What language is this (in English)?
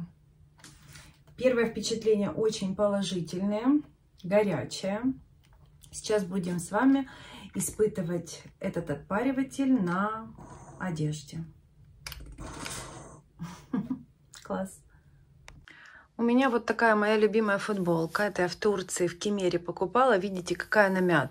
Russian